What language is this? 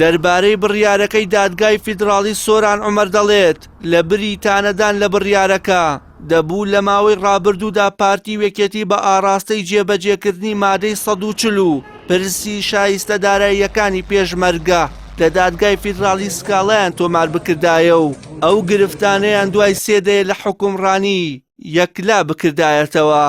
Central Kurdish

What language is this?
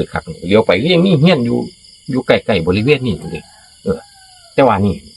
Northeastern Thai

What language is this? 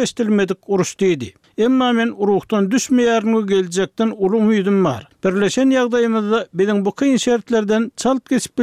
Turkmen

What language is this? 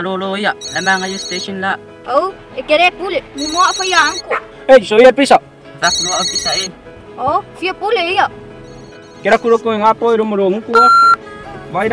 Samoan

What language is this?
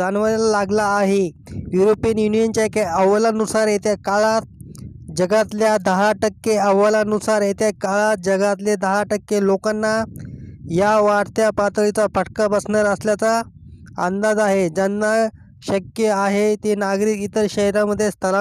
Marathi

